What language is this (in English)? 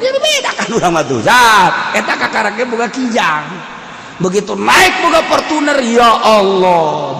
Sundanese